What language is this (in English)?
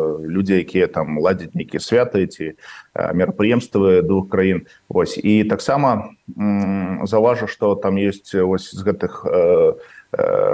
Belarusian